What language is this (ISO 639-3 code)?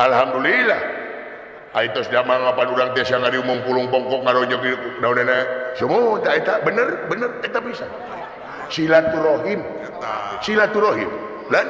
sun